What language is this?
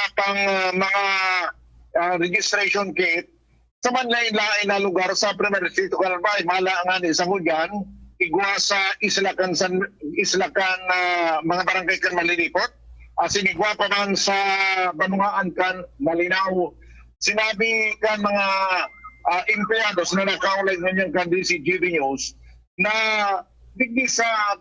Bikol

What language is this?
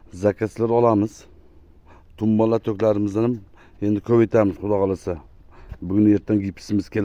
Uzbek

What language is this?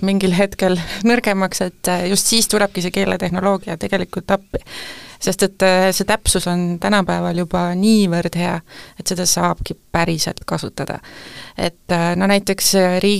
Estonian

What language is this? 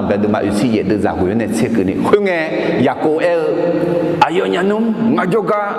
Akha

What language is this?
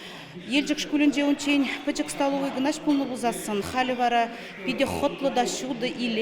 Chuvash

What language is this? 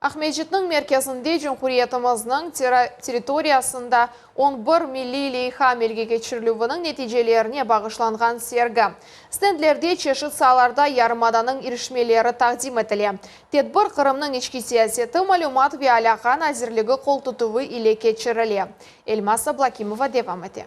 Crimean Tatar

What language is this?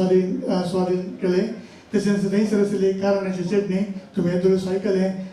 Konkani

